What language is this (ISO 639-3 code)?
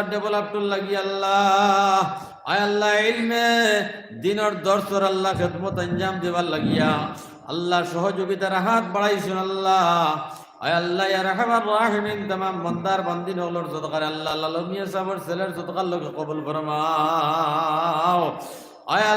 syl